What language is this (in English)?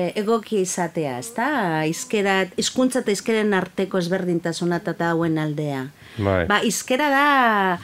Basque